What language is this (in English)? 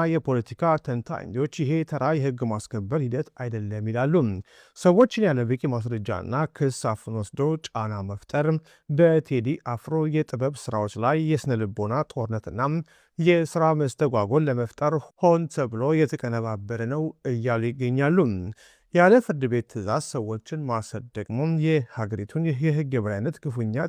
Amharic